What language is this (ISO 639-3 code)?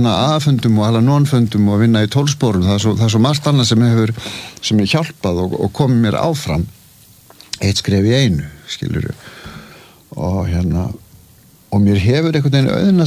isl